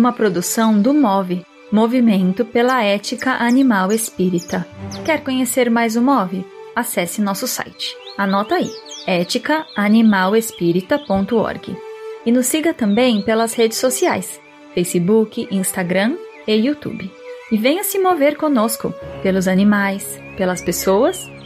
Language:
Portuguese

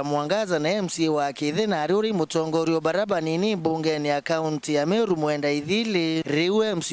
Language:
Meru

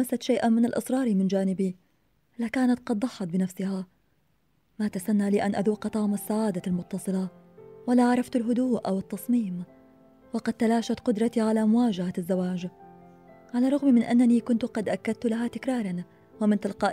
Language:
Arabic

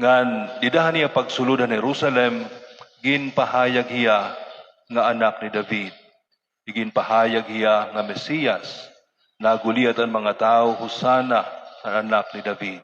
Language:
Waray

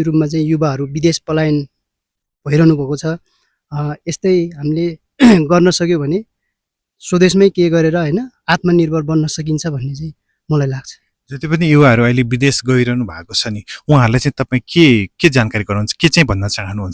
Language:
Nepali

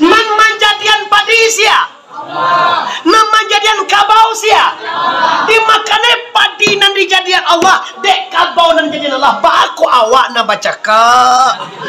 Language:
Minangkabau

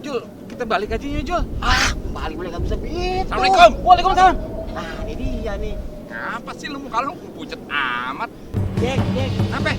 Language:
Betawi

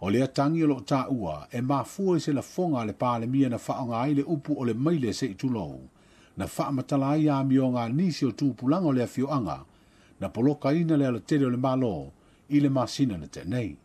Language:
Samoan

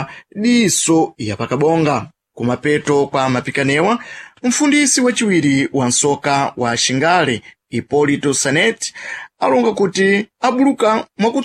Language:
Sena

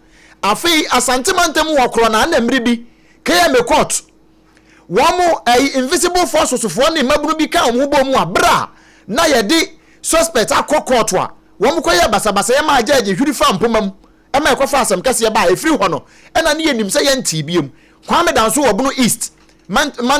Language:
Akan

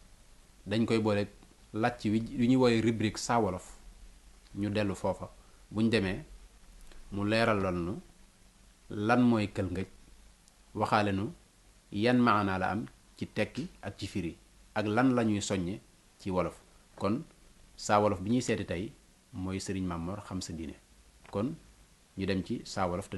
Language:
Wolof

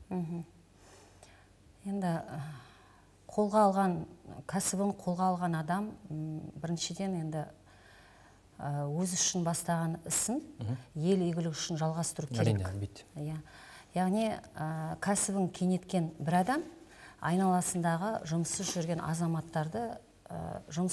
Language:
Kazakh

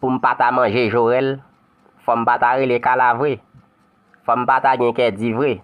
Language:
Haitian Creole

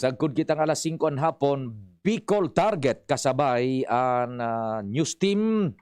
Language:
Bikol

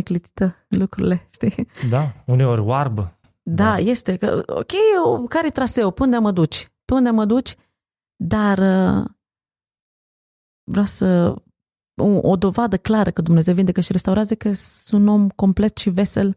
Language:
Romanian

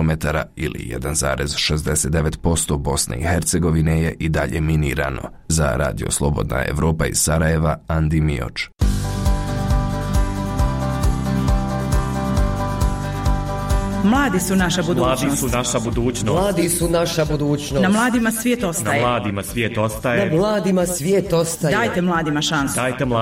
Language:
Bosnian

